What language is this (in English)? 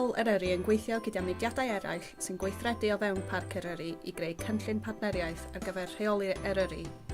Welsh